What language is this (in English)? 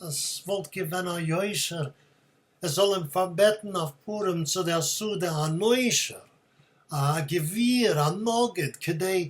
Yiddish